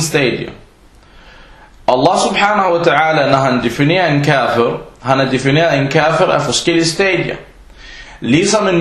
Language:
Danish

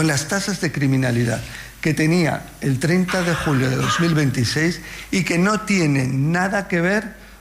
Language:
Spanish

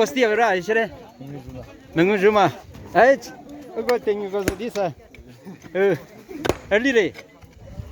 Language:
Naga Pidgin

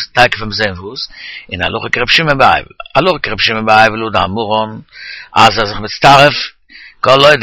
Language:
Yiddish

